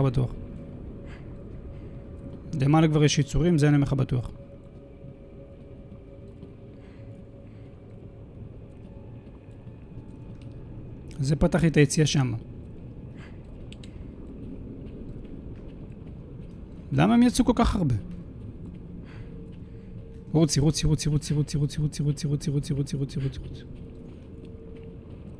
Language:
Hebrew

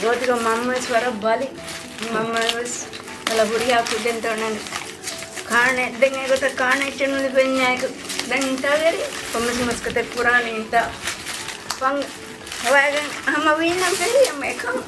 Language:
Divehi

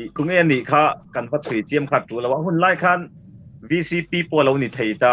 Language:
Mizo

